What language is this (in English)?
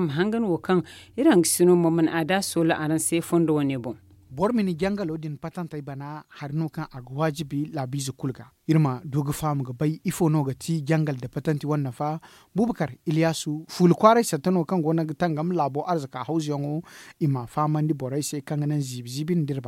Zarma